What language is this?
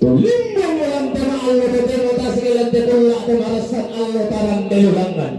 Toraja-Sa'dan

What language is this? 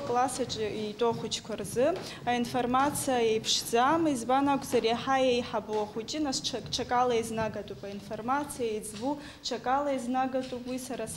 Abkhazian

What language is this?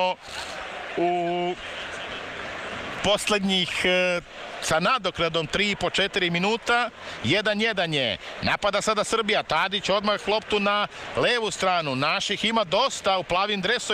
Serbian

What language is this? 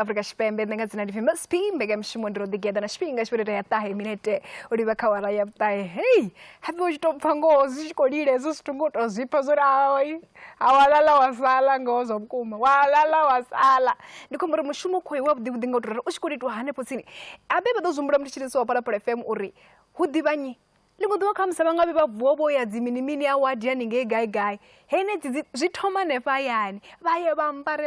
Venda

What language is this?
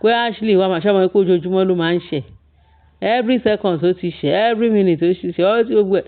Yoruba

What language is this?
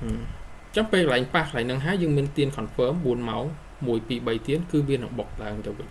Khmer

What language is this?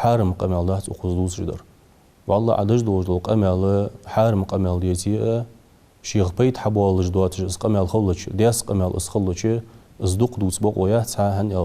Ingush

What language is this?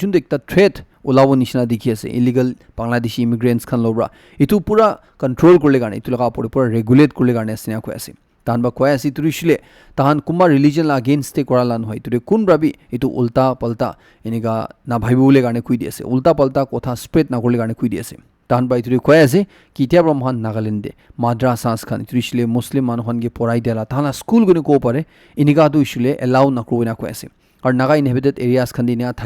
Naga Pidgin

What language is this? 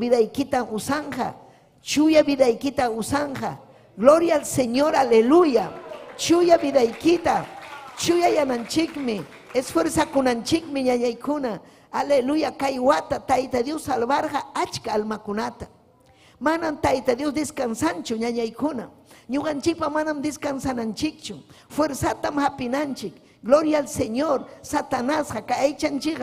Ayacucho Quechua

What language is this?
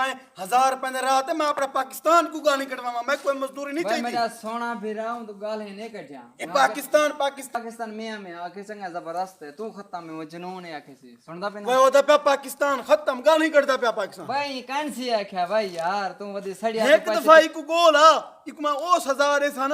Saraiki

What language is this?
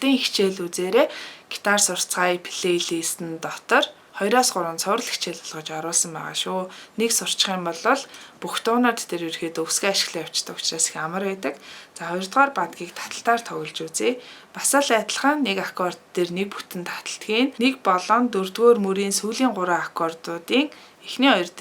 Mongolian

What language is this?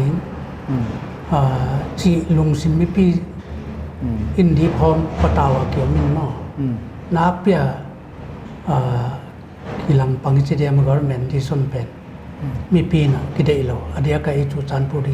Paite Chin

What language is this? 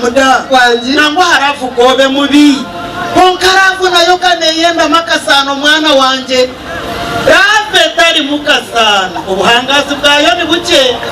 Nyankole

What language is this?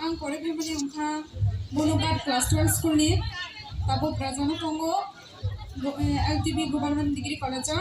Kok Borok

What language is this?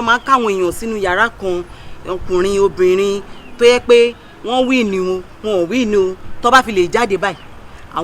Yoruba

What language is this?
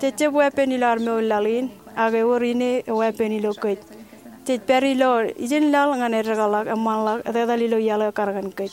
Marshallese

